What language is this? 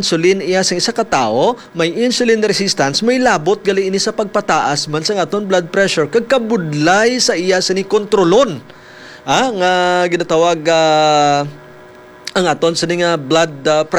Hiligaynon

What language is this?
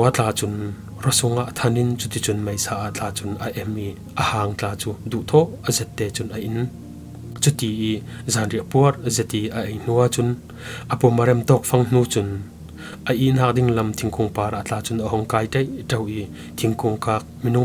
Falam Chin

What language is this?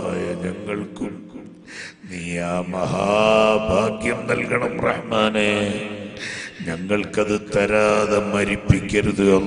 Malayalam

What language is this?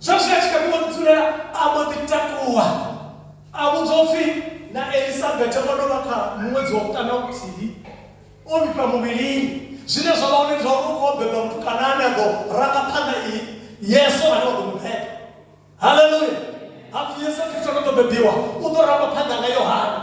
Venda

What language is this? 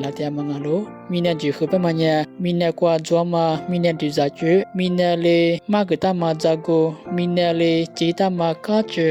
Lisu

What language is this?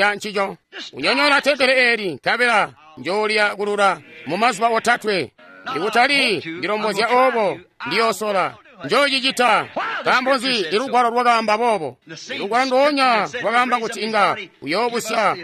Tonga (Zambia)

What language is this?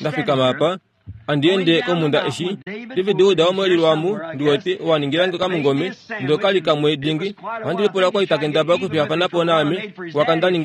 Kuanyama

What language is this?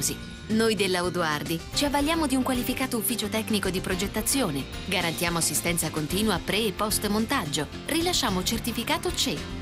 Italian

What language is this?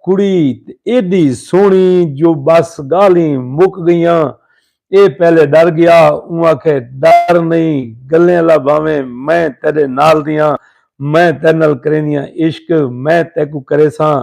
Saraiki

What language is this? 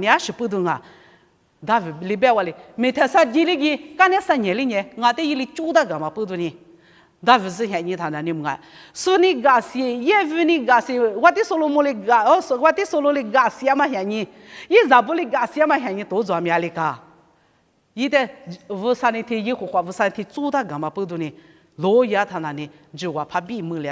Lisu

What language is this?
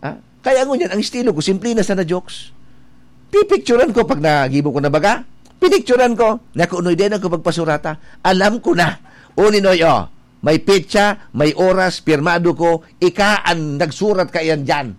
Bikol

